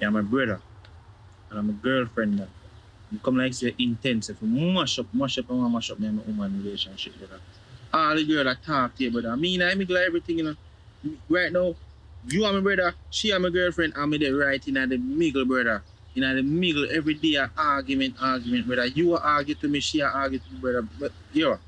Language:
Jamaican Creole English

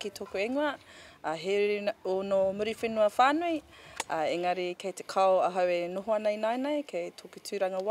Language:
Māori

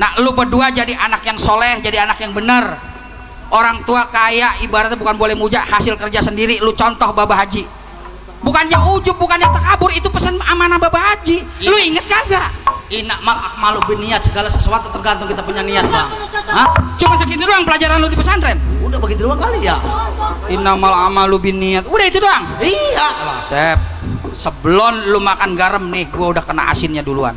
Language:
Betawi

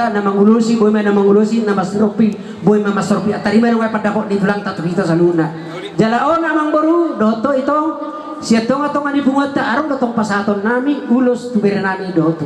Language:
Batak Toba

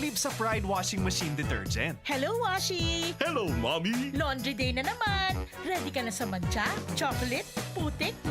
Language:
Bikol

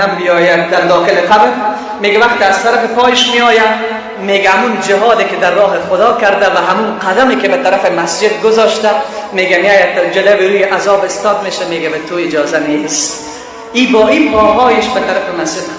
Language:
Persian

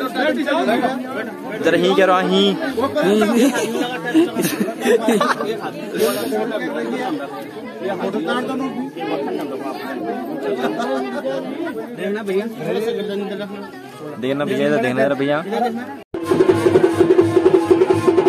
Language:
Hindi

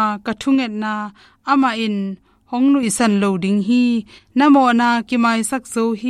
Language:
Tedim Chin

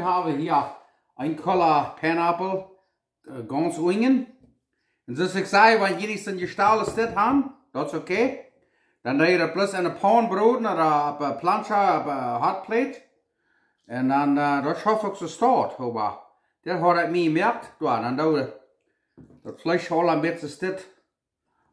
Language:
Plautdietsch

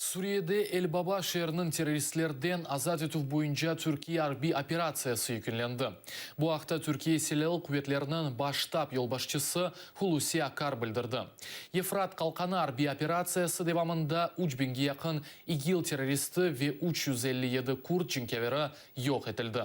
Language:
Crimean Tatar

